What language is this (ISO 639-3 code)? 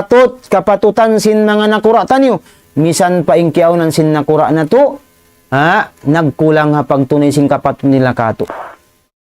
tsg